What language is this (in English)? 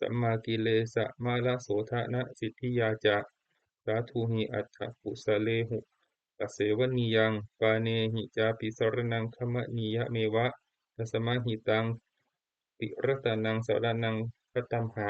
Pali